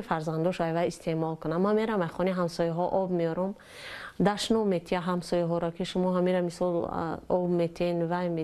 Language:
Tajik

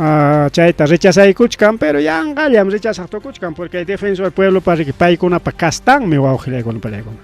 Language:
Ayacucho Quechua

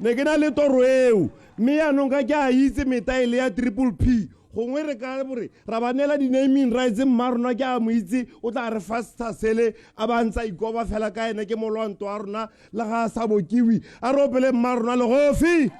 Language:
Tswana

